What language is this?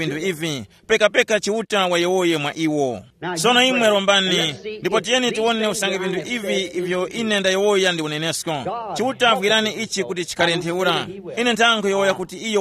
Tumbuka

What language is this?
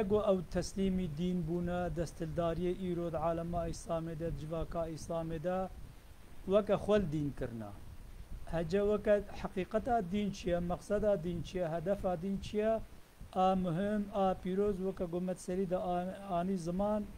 Kurdish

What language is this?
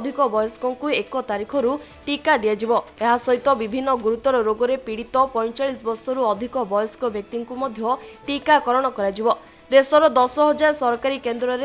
Odia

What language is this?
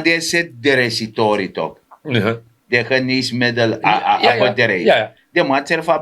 Sranan Tongo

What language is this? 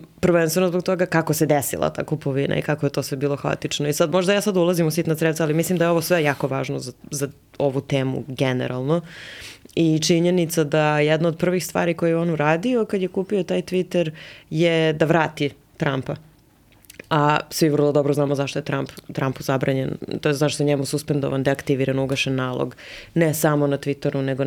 Serbian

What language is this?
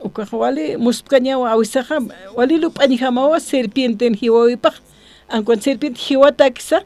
Aymara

